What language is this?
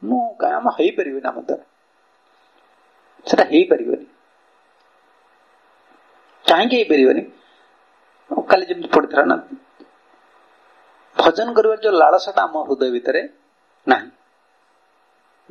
Odia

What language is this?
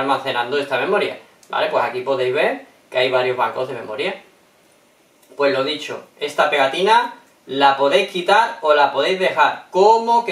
Spanish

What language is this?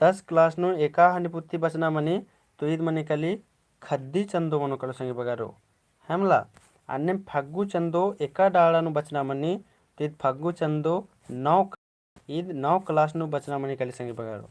Kurukh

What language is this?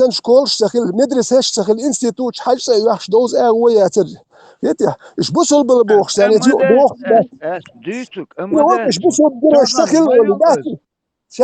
Chechen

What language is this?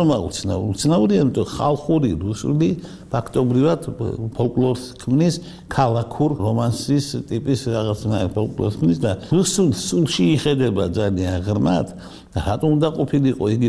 Georgian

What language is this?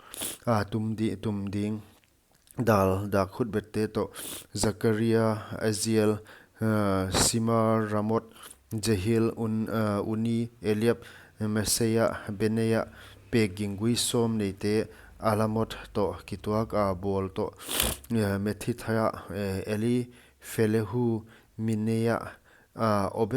Paite Chin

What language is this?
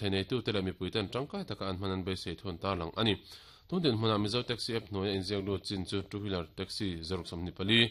Mizo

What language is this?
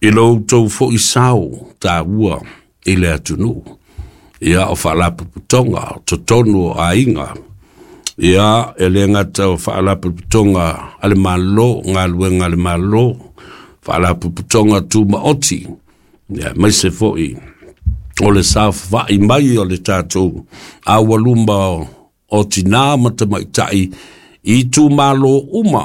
Samoan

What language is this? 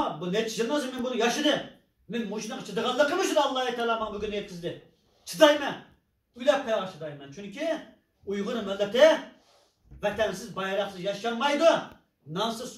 Uyghur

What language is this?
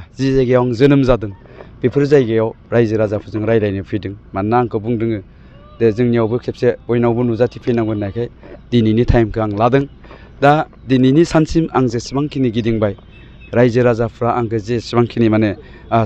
Bodo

